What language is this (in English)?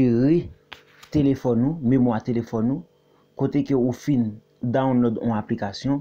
Haitian Creole